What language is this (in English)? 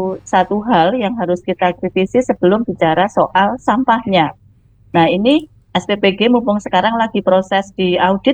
Indonesian